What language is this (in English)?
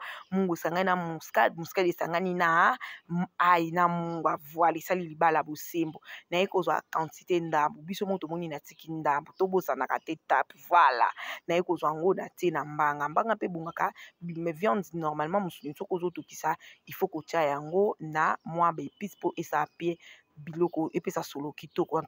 Lingala